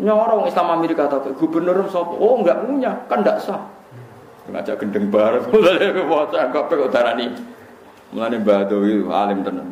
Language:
Javanese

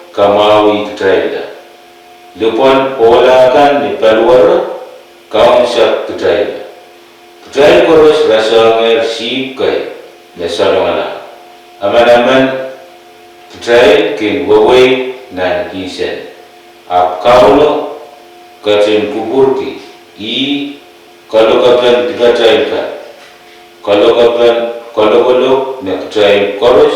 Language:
Pohnpeian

